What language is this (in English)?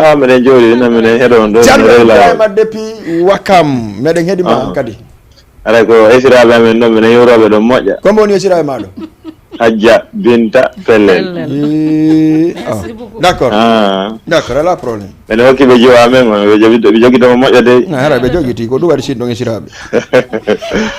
Fula